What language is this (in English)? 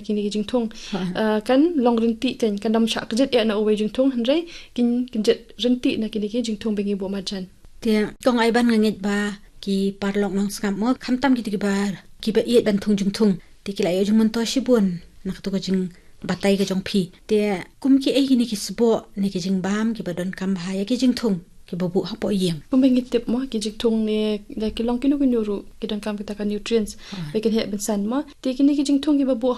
Khasi